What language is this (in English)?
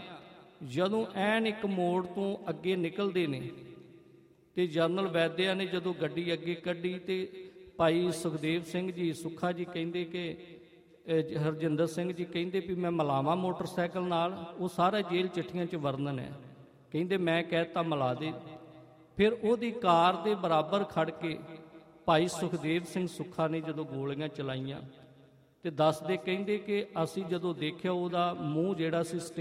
Punjabi